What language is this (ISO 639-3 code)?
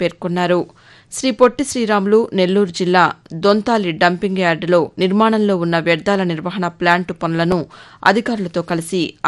tel